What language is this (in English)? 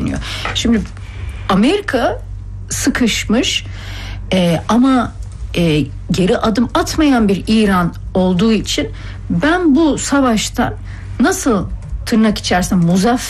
Turkish